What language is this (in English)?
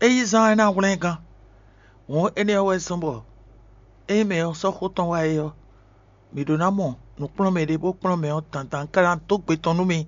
Fon